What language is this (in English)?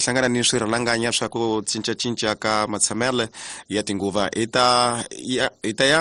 Tsonga